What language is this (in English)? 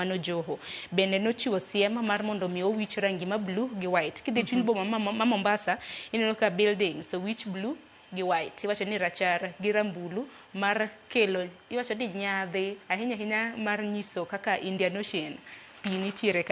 Luo (Kenya and Tanzania)